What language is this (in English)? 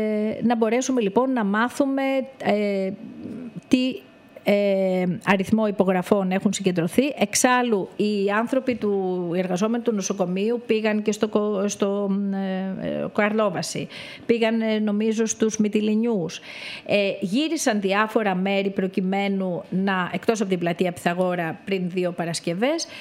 Greek